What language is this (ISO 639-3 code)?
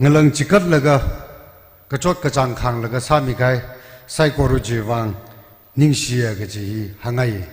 nmf